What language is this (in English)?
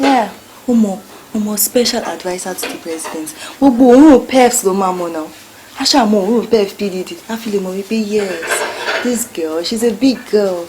Yoruba